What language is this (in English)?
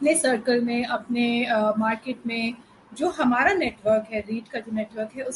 Hindi